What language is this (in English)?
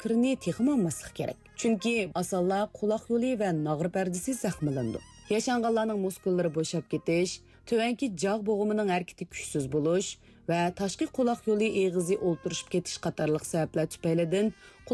Uyghur